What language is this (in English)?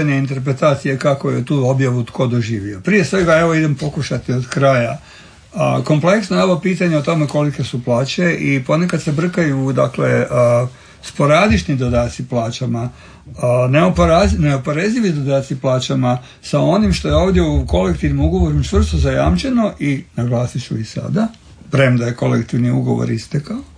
Croatian